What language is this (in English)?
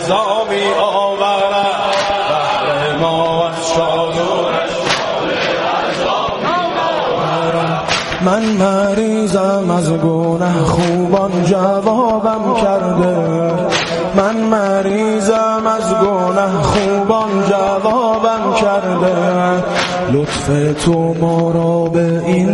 Persian